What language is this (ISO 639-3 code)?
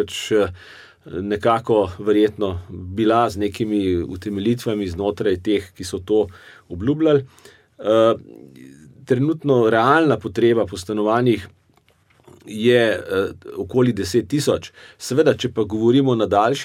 slv